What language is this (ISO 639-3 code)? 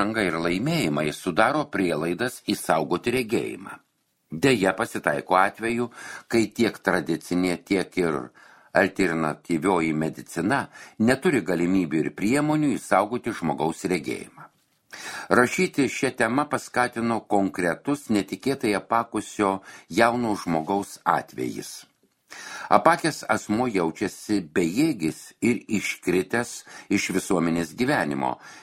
lit